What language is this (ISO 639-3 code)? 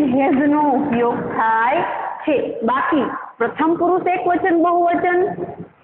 guj